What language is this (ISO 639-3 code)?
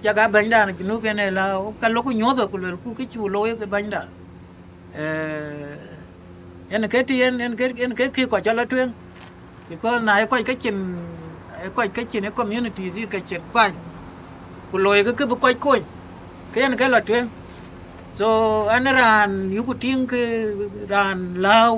din